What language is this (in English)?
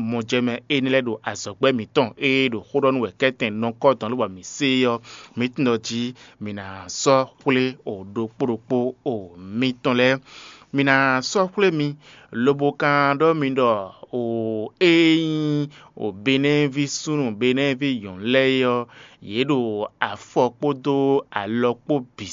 Fon